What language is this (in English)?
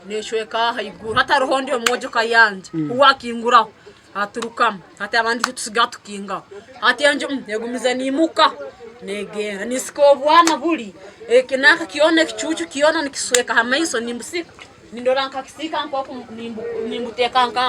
Nyankole